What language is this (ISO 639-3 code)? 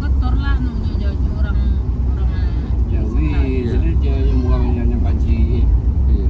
min